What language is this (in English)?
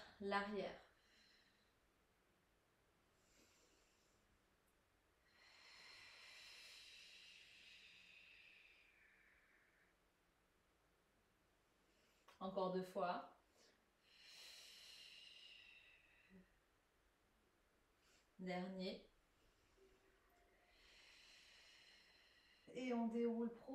French